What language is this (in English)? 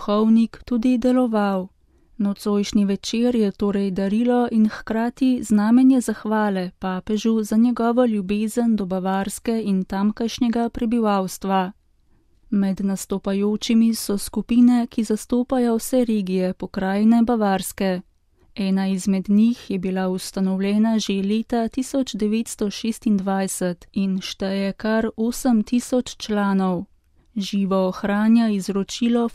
Slovenian